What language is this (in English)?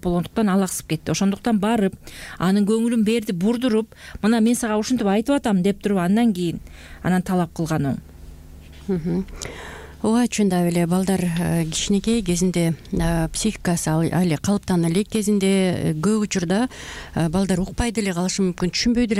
Kyrgyz